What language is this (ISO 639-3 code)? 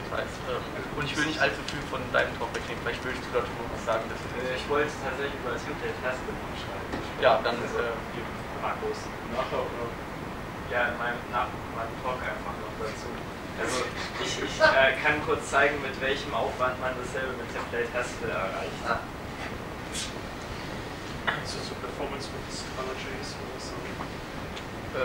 deu